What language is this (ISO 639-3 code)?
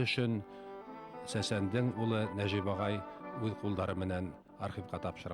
bak